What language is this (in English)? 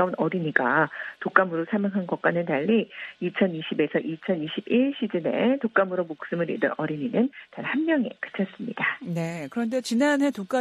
Korean